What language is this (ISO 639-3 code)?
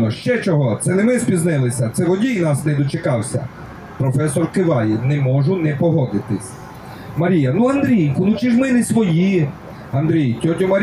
ukr